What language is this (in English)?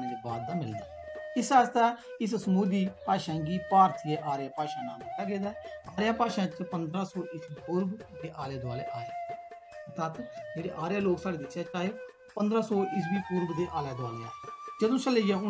Dogri